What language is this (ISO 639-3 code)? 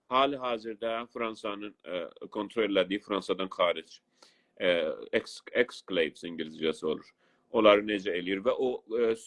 azb